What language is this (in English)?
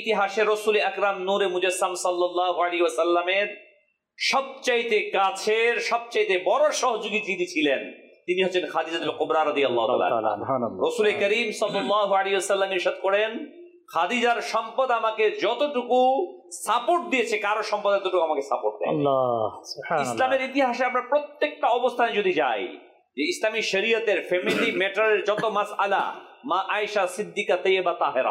Bangla